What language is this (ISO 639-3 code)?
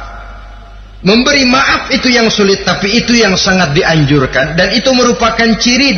ind